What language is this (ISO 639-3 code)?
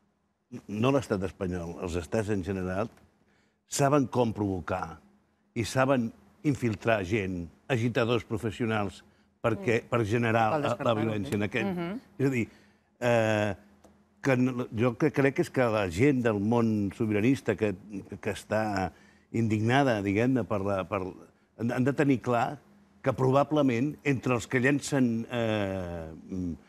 cat